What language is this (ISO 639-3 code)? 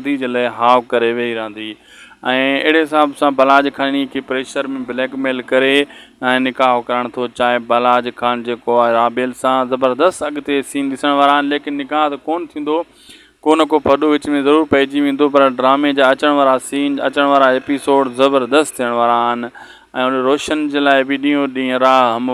snd